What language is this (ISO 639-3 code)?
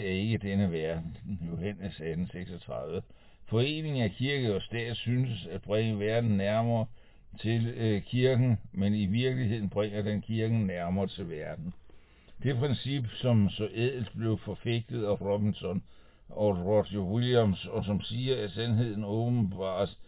dan